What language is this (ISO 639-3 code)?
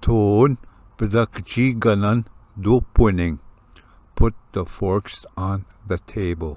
oji